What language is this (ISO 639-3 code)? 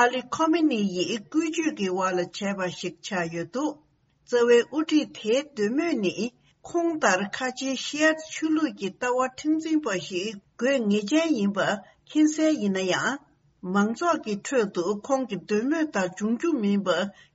bod